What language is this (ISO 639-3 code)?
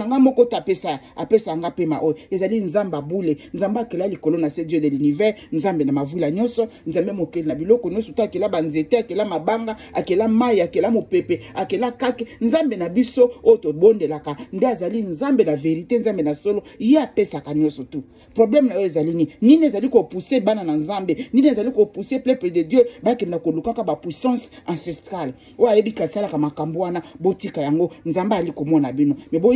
lin